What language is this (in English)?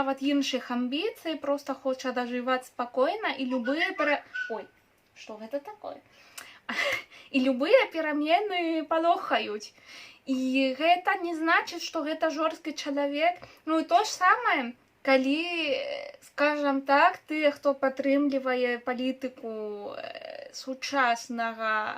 Belarusian